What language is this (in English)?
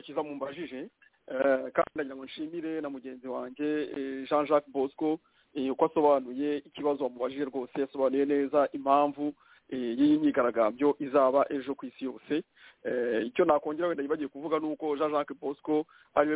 Kinyarwanda